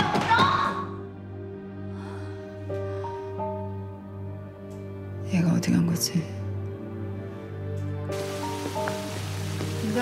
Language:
Korean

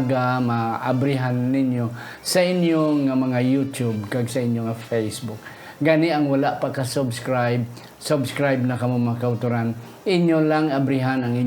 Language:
Hiligaynon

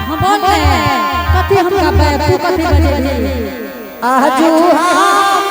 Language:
Angika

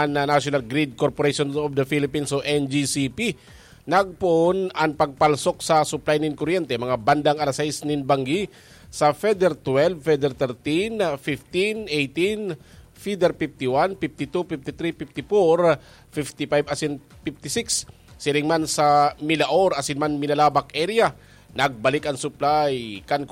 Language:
Bikol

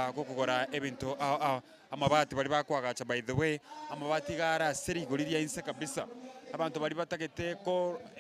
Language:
Gusii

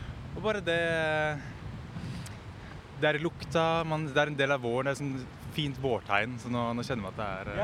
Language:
Norwegian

